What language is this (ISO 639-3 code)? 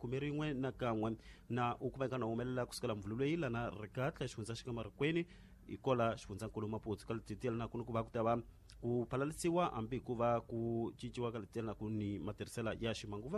tso